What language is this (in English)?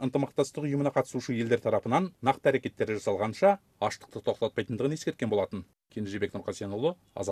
Kyrgyz